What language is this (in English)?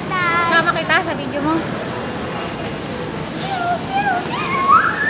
Filipino